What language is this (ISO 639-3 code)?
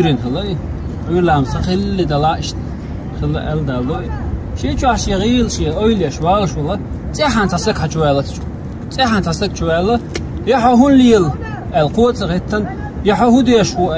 che